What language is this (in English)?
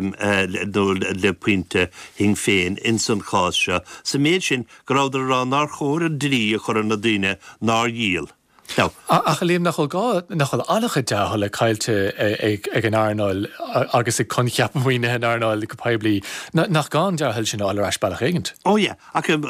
Irish